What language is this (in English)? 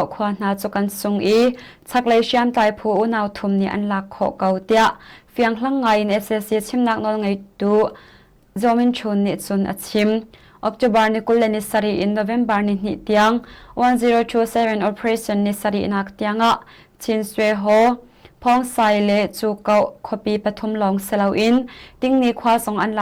Hakha Chin